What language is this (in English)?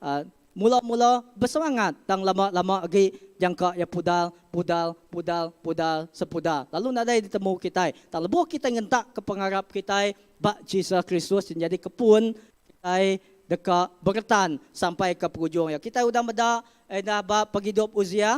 Iban